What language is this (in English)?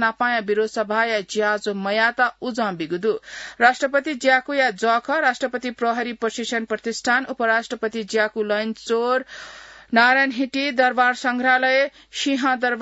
Newari